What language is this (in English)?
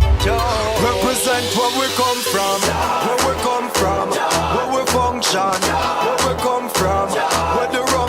Jamaican Creole English